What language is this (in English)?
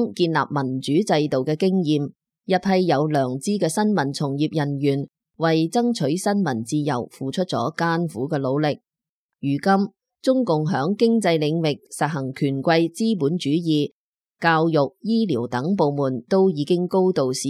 Cantonese